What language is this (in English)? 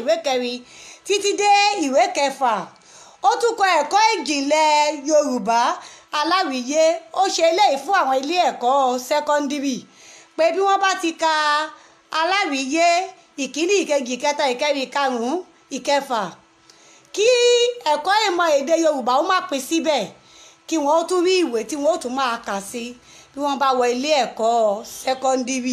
Yoruba